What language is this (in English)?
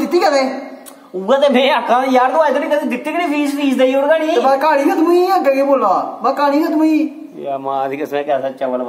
Dogri